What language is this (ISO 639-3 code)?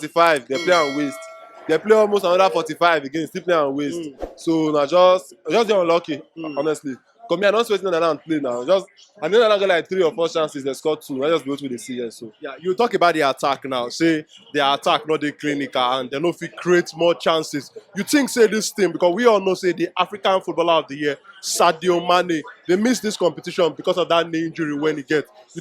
pcm